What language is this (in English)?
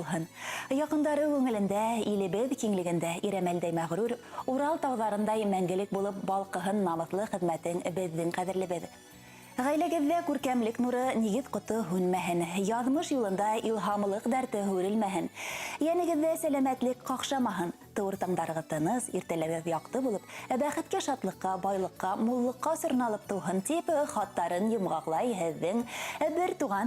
Bashkir